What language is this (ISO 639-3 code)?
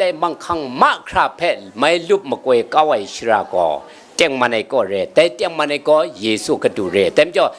kac